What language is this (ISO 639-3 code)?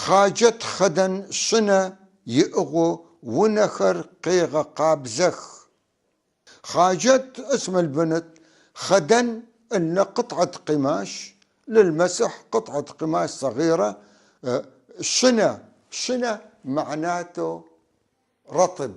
apc